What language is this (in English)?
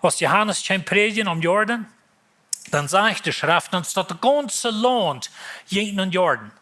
Plautdietsch